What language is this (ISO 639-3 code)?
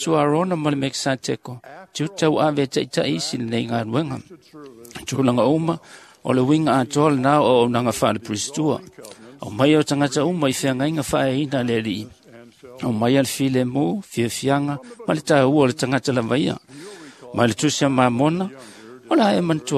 smo